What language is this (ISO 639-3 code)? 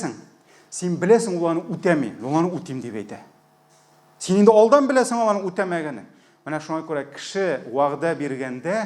tat